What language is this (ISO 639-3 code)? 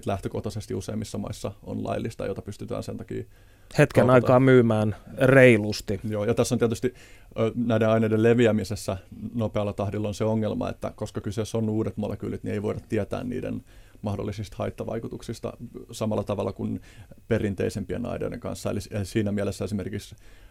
fin